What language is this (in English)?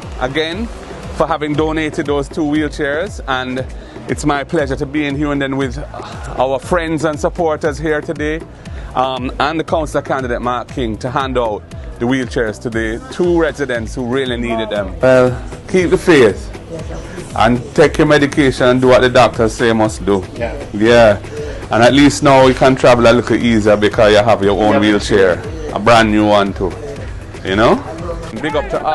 Jamaican Creole English